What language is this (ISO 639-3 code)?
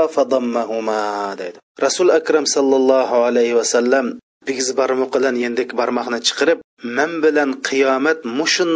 uig